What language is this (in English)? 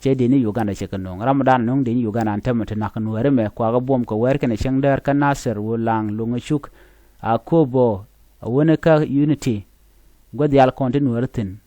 Nuer